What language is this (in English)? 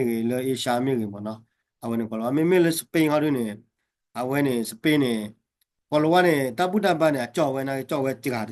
S'gaw Karen